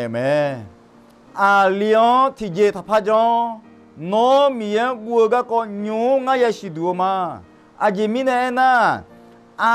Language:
Akha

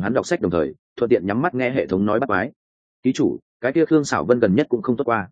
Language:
Vietnamese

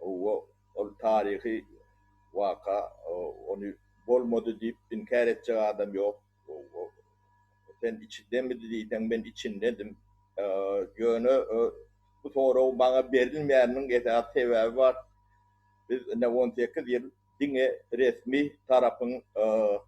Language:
Turkmen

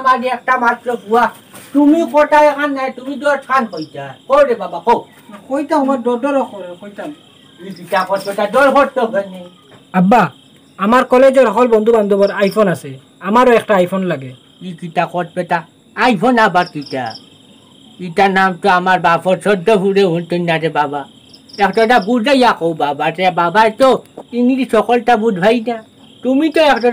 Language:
Sylheti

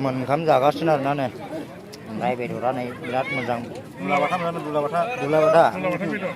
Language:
Bodo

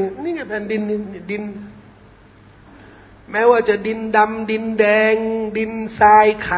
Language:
Thai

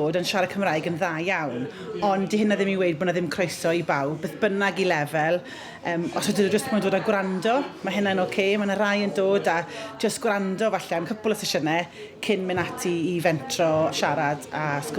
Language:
Welsh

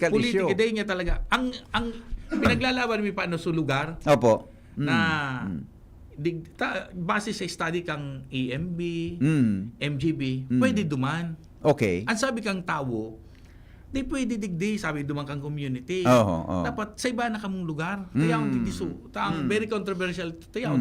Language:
Bikol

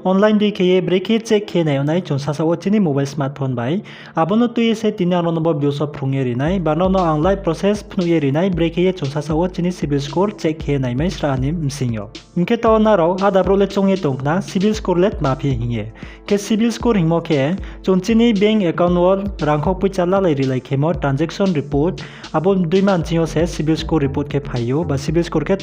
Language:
Riang (India)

